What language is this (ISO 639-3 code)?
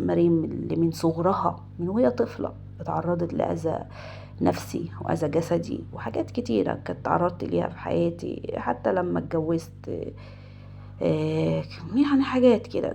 arz